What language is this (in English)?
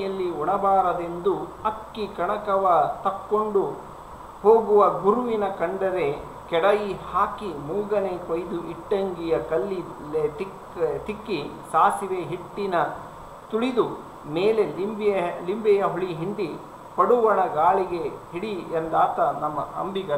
Kannada